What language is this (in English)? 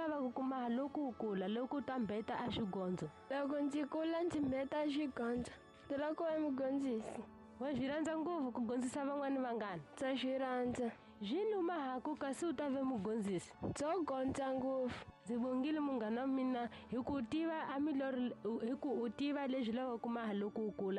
Tsonga